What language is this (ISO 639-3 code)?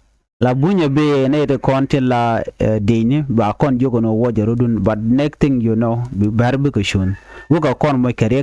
nus